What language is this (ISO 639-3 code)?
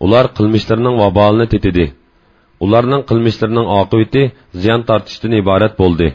uig